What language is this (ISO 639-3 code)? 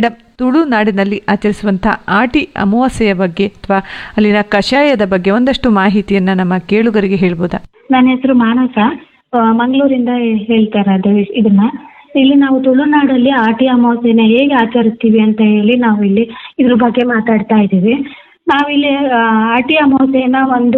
kan